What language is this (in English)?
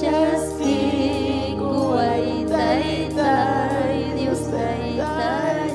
Ayacucho Quechua